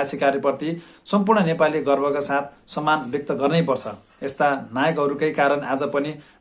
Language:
Nepali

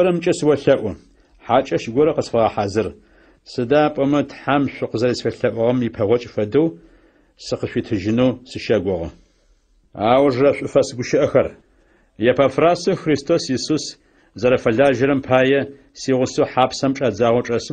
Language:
Adyghe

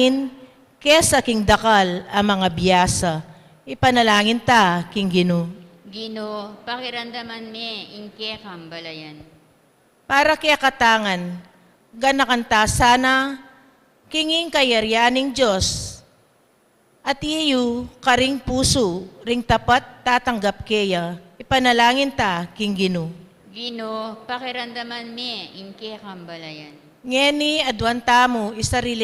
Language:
Pampanga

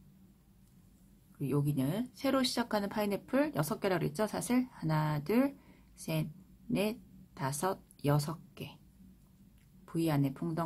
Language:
Korean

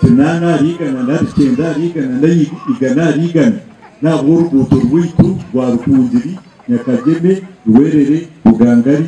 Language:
Nyankole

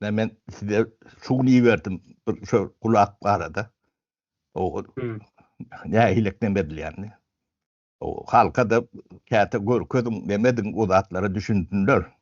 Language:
Turkmen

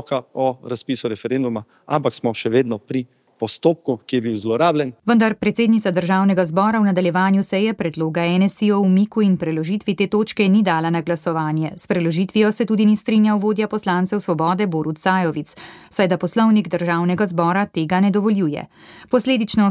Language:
Slovenian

